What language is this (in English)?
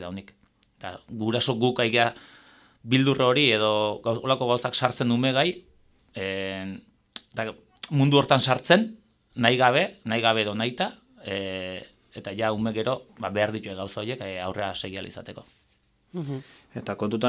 Basque